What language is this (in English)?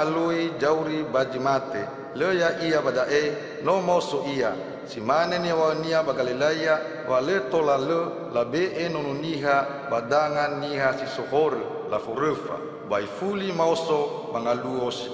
Nias